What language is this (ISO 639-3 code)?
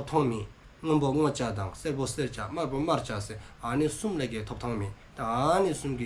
dzo